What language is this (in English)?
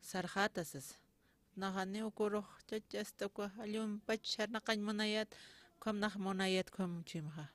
Aymara